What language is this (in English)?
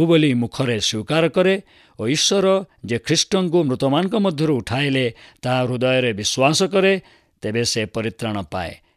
Odia